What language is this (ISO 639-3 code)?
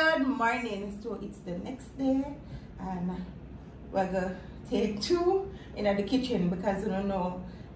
jam